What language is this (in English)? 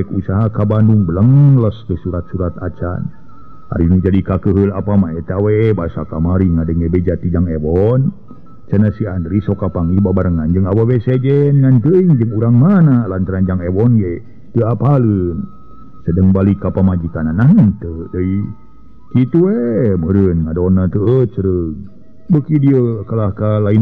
Sundanese